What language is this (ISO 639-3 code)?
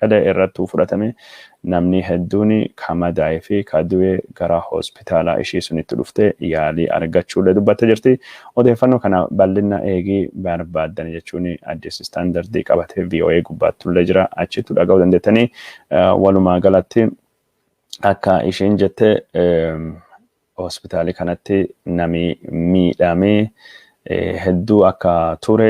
orm